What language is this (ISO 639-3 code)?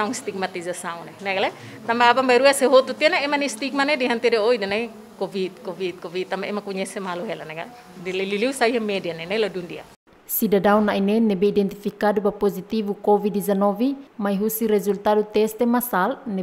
tet